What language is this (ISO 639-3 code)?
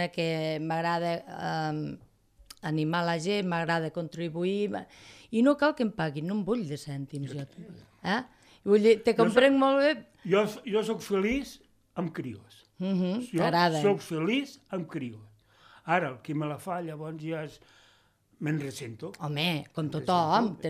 cat